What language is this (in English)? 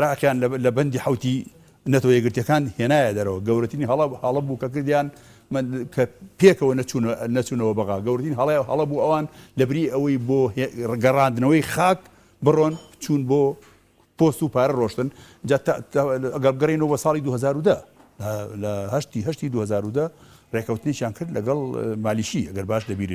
Central Kurdish